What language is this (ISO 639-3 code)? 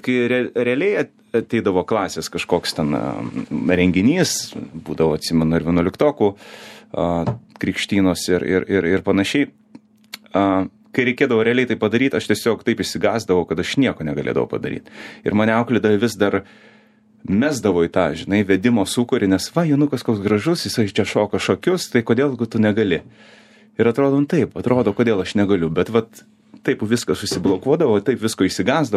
lit